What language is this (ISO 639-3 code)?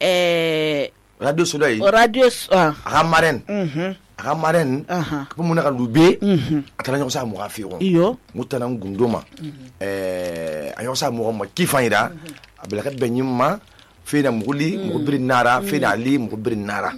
sus